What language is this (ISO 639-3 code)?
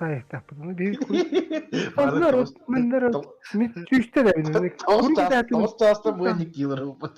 sah